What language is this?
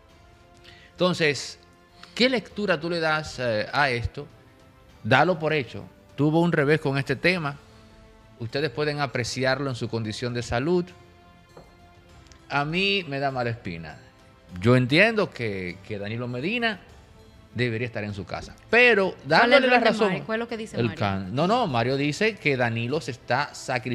Spanish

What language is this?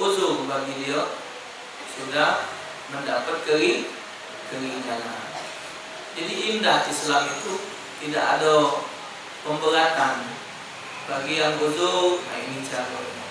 Musi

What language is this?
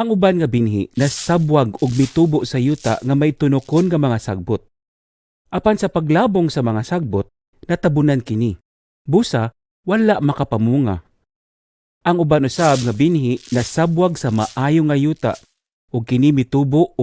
Cebuano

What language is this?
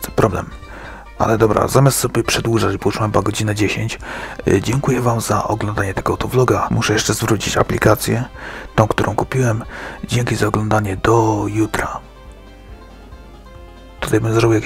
Polish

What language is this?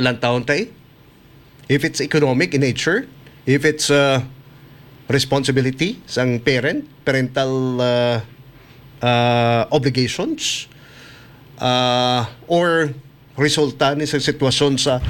Hiligaynon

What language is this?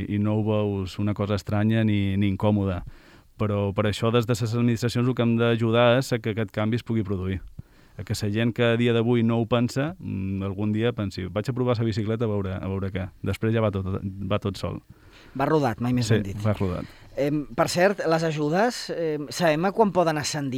Catalan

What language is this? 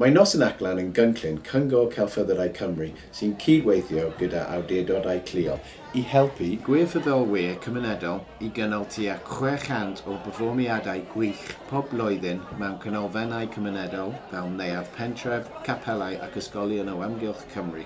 Welsh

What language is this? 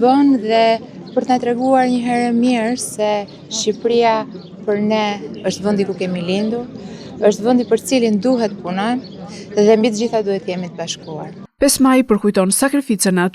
Albanian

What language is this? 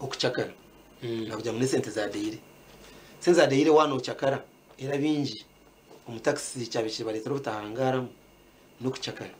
Nyankole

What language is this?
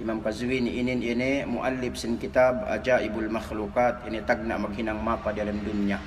Yakan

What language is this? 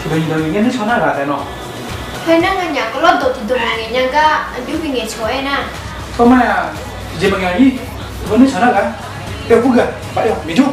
Akha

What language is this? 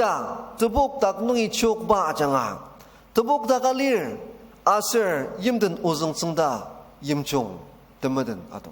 Ao Naga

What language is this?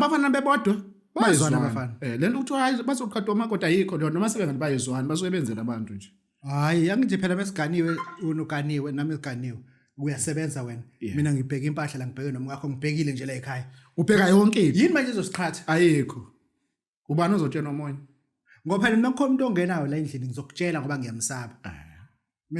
Zulu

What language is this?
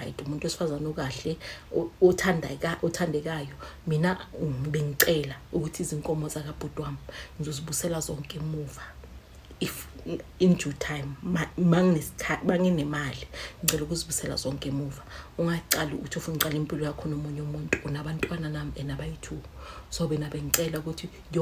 Zulu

